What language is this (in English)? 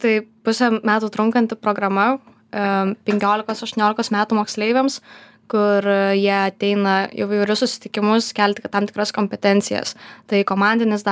Lithuanian